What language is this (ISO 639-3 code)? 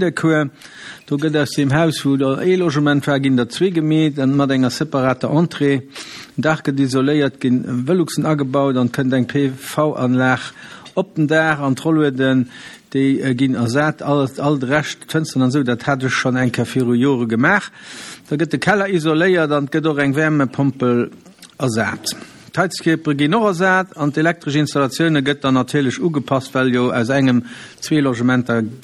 ltz